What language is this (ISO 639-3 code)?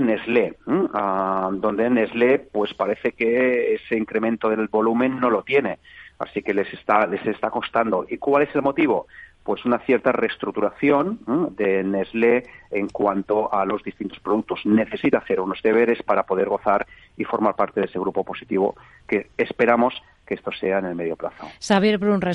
spa